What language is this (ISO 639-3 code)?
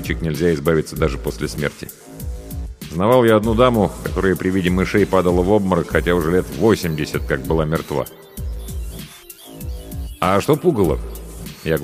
rus